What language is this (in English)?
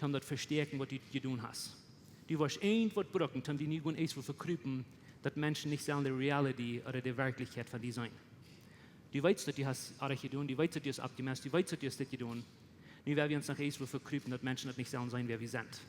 Plautdietsch